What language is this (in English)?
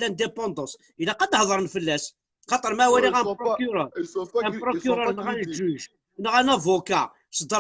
Kabyle